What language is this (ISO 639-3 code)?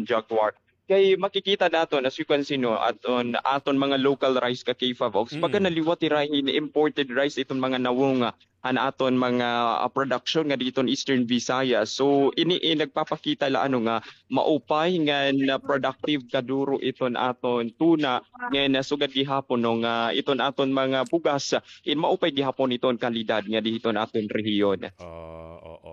war